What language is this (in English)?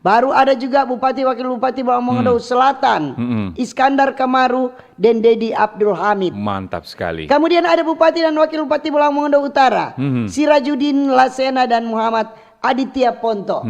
Manado Malay